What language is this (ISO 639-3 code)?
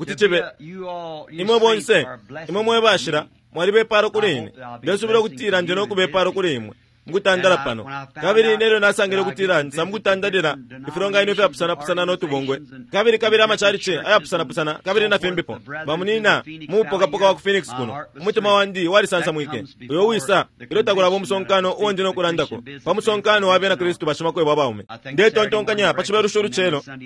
bem